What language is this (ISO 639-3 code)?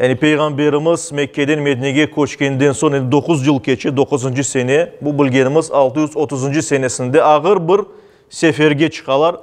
crh